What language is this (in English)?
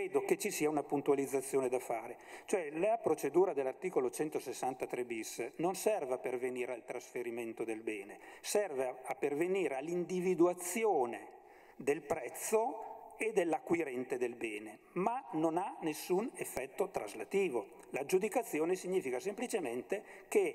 Italian